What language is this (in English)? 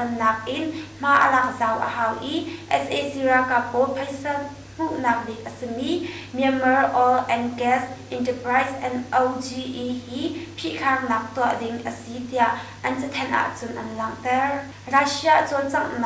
Hakha Chin